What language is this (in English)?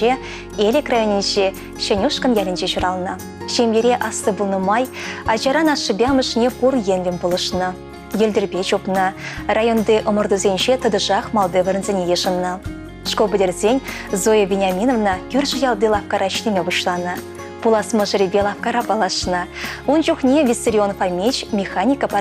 Chuvash